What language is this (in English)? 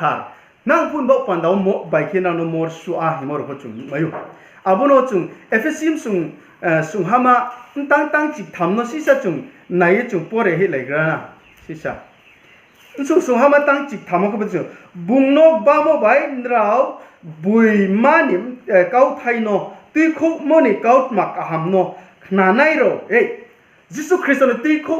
Riang (India)